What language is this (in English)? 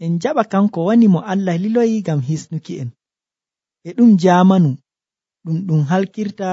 Nigerian Fulfulde